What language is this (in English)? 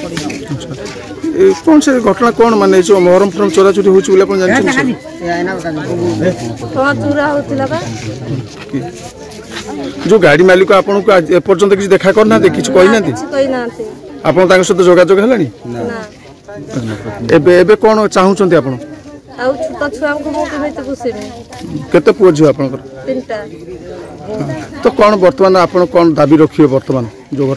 Odia